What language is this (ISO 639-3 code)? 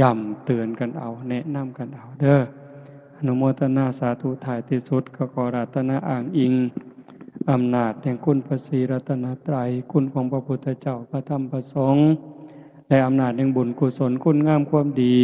tts